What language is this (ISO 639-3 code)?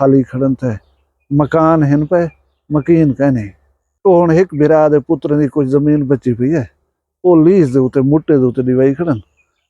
skr